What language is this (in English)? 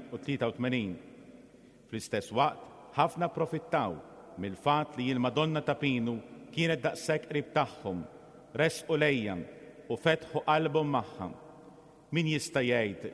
Maltese